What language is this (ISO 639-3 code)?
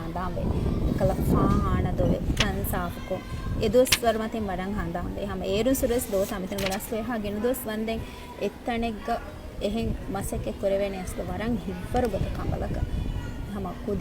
div